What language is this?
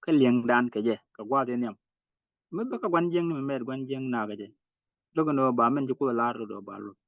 Nuer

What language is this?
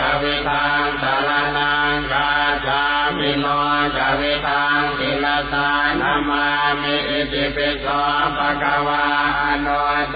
Pali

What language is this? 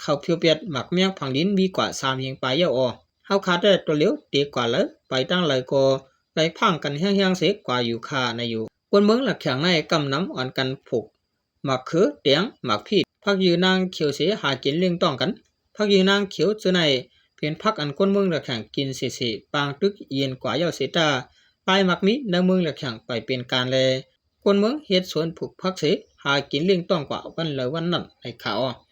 Shan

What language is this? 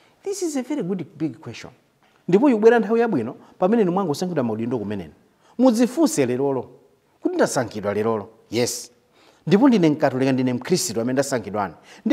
Nyanja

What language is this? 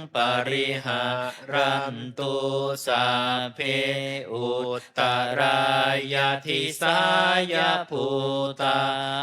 Pali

